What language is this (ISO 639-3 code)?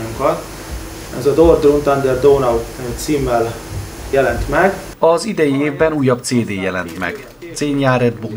hun